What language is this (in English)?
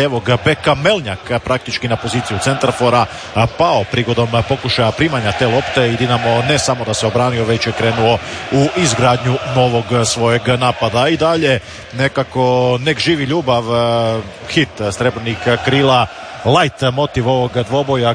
Croatian